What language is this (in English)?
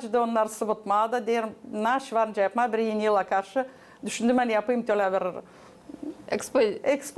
Gagauz